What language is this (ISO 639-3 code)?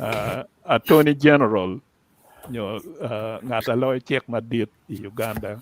ach